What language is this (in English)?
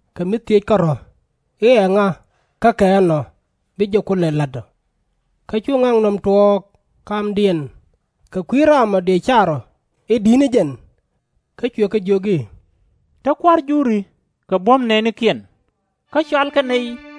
Nuer